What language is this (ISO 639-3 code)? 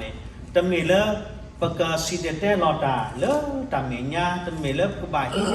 ksw